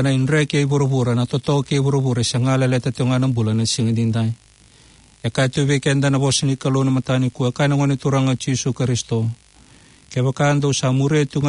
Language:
Fijian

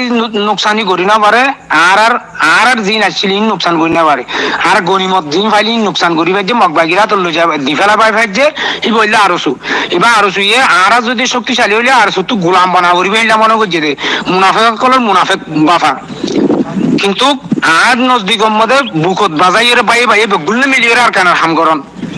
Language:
Rohingya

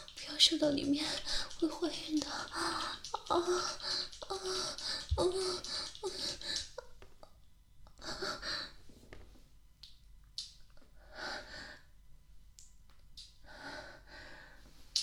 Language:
Chinese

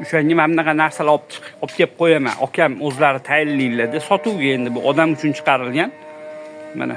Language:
Uzbek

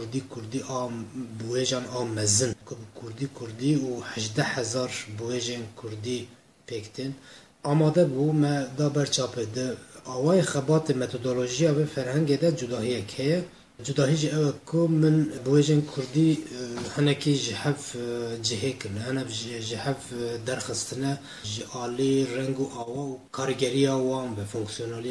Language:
Kurdish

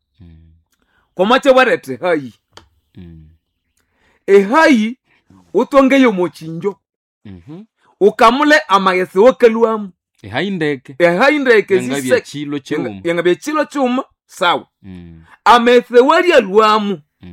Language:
Nande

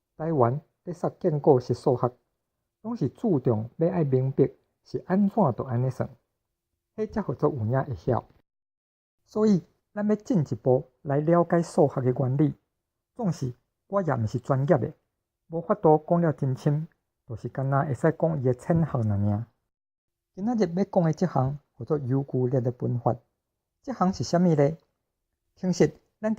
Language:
Min Nan Chinese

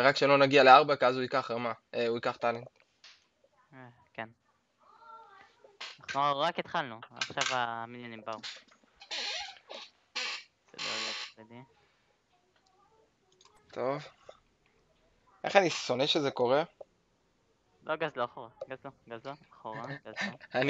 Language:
Hebrew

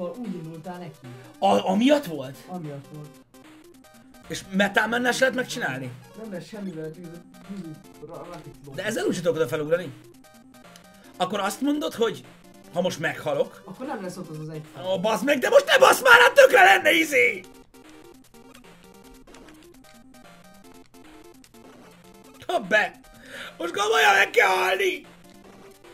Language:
Hungarian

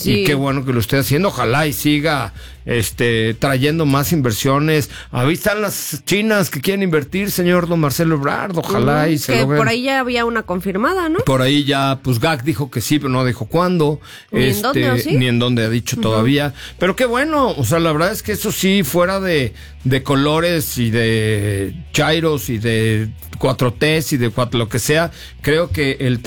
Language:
Spanish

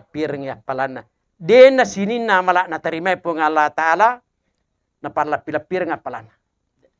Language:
Buginese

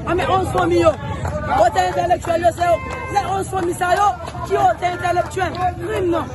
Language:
Haitian Creole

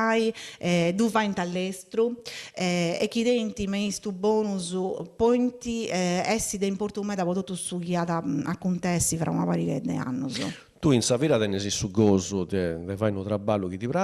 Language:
Sardinian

